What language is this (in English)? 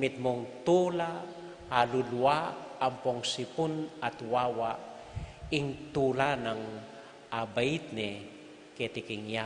Pampanga